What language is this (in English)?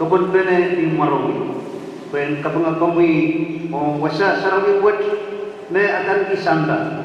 Pohnpeian